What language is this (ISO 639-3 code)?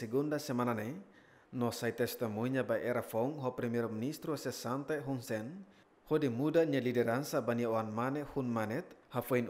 tet